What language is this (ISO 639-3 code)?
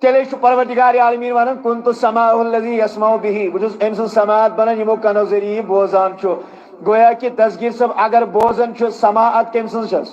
kas